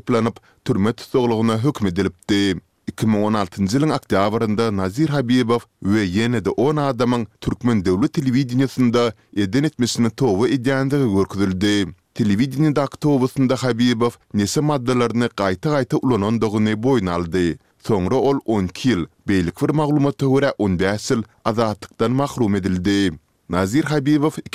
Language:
Turkmen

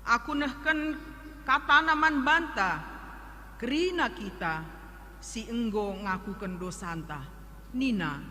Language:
Batak Karo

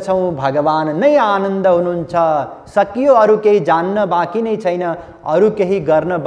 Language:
Nepali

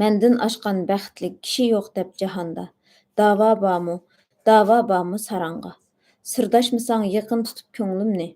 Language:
Uyghur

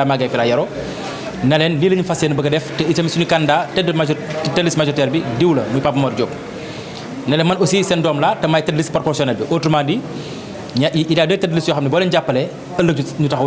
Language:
Wolof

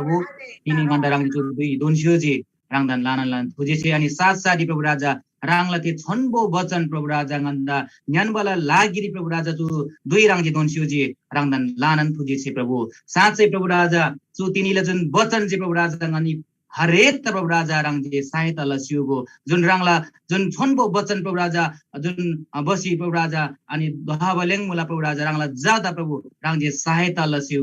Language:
Eastern Tamang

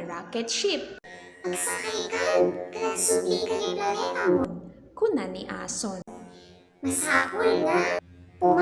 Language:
Iloko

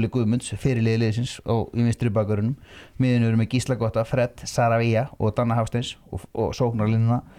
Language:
Icelandic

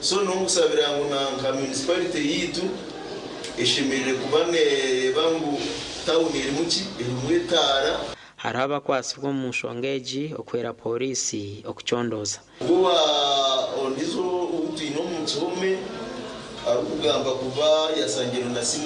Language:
Nyankole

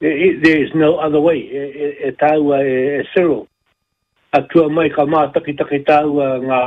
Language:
Māori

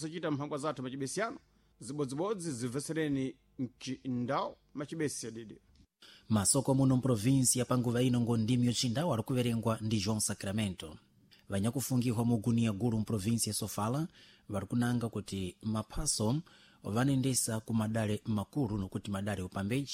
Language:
Sena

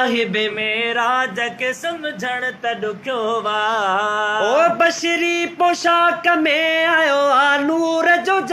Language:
Sindhi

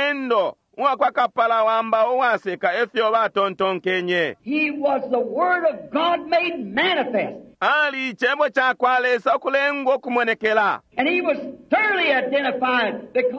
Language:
Bemba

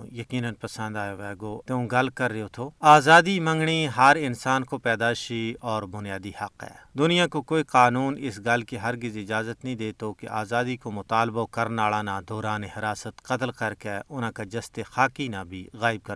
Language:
Gujari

